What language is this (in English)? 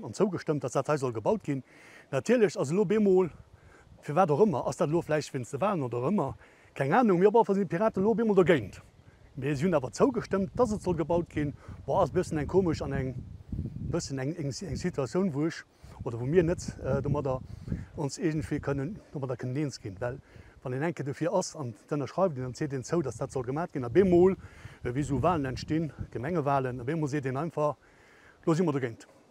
Luxembourgish